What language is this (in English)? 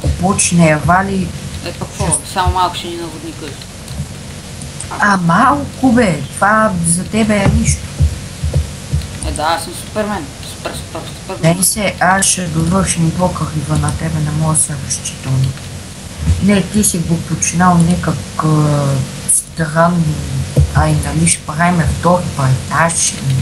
Bulgarian